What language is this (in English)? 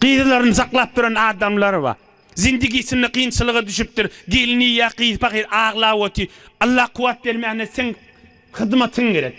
Turkmen